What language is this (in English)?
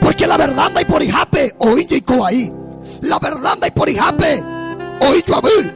Guarani